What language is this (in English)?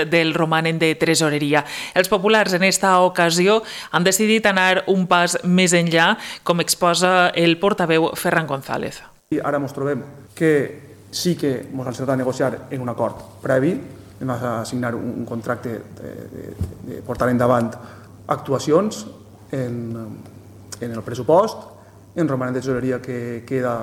Catalan